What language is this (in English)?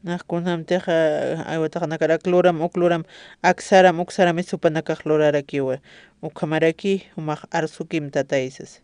Aymara